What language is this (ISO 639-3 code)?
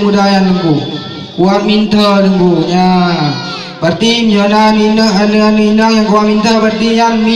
ace